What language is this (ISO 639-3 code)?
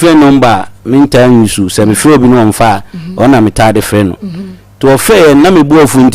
aka